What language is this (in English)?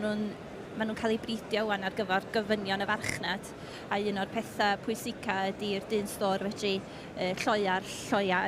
Welsh